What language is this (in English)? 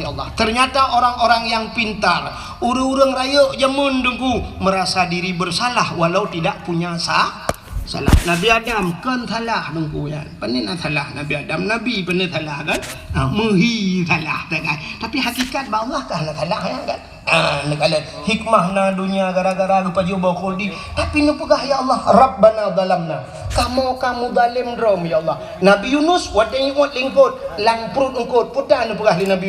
Achinese